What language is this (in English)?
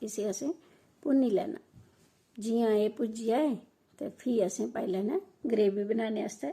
Dogri